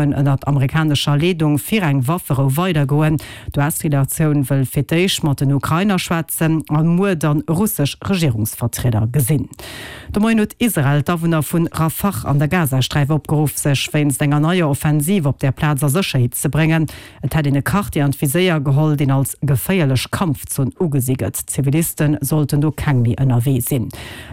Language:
Luxembourgish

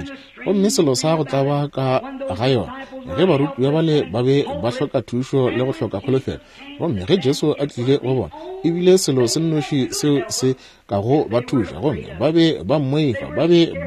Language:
Northern Sotho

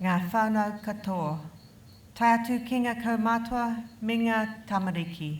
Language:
Māori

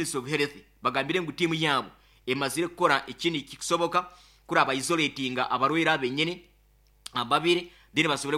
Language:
Nyoro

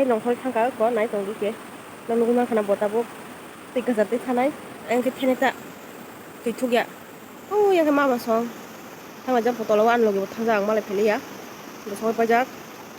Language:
Kok Borok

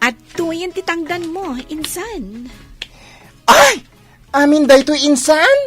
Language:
Iloko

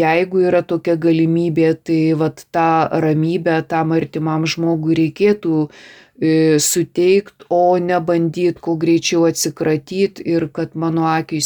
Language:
Lithuanian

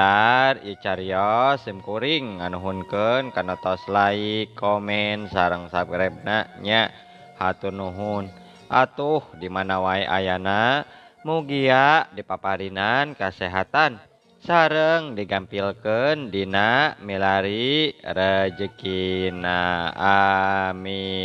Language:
Sundanese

